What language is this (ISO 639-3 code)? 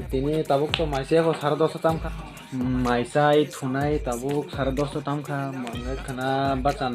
trp